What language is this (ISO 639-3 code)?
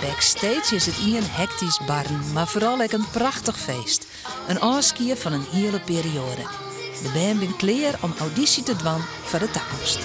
fry